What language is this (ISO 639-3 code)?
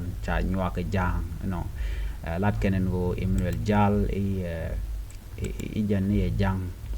nus